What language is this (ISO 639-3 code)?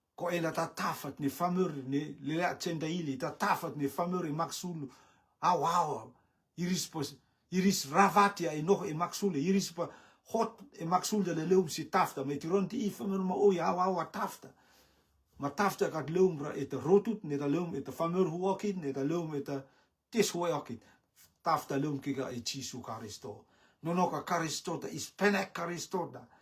rtm